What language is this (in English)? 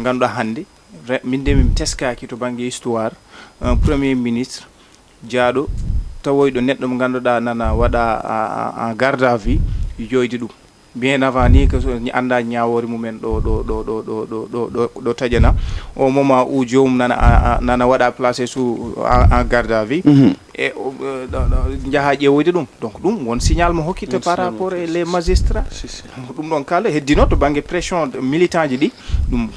Fula